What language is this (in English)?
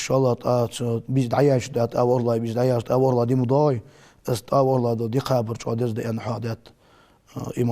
Ingush